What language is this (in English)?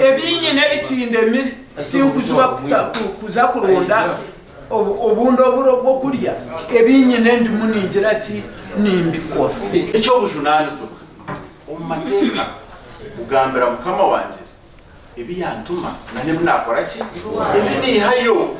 Nyankole